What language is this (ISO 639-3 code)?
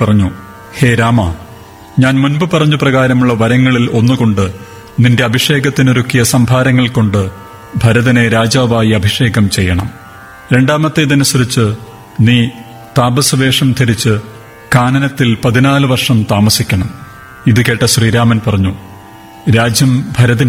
mal